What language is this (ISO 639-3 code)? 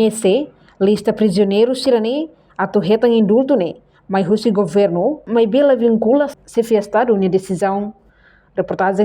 tet